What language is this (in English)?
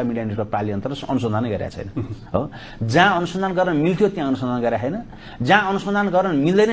Nepali